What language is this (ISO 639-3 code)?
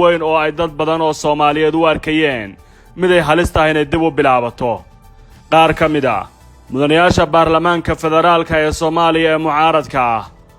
som